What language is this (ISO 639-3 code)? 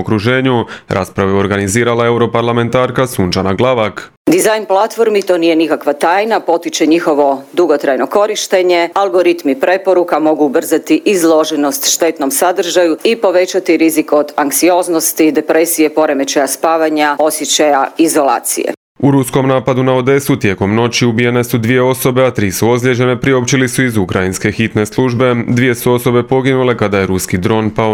hrv